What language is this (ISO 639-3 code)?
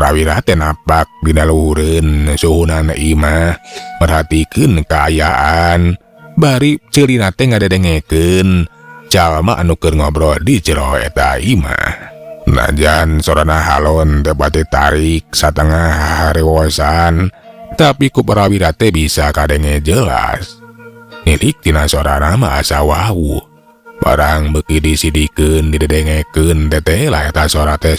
sun